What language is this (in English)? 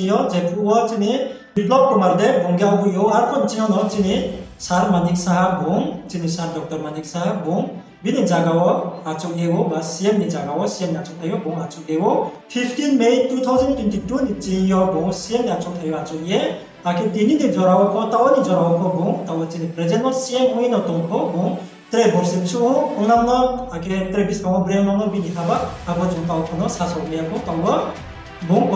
Riang (India)